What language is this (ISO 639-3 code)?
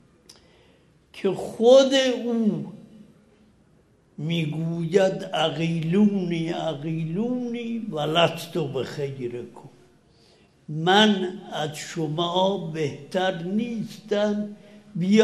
fas